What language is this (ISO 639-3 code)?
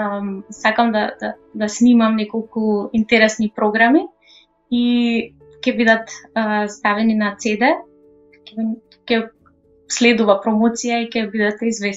mkd